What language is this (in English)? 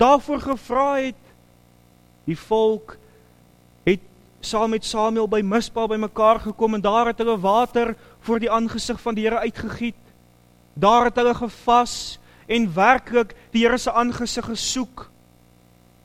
Afrikaans